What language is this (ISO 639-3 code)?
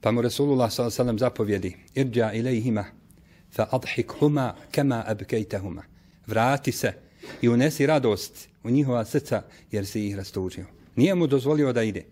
bos